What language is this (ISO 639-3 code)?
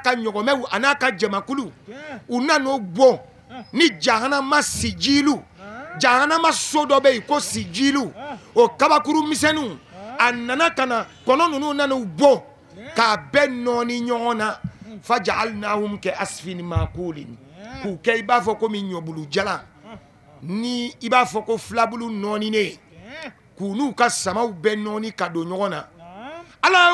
bam